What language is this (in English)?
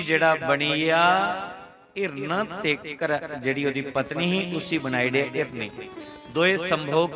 Dogri